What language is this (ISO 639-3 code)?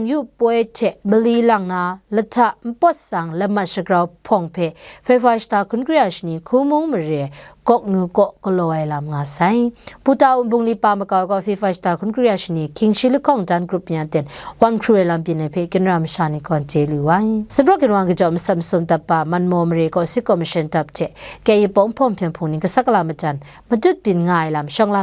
kac